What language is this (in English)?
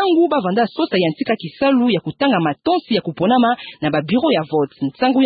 Kituba (Democratic Republic of Congo)